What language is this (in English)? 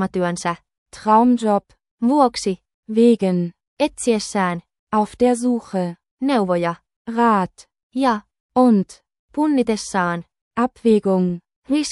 Finnish